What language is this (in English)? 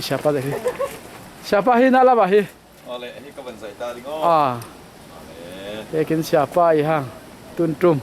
Falam Chin